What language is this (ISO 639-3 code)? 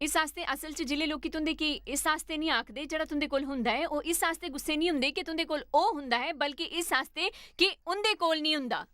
doi